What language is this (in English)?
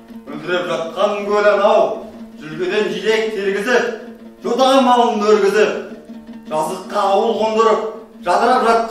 Kazakh